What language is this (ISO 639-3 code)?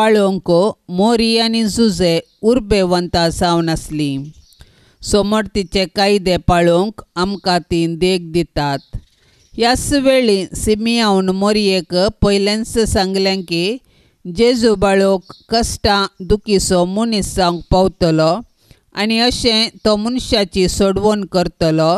kok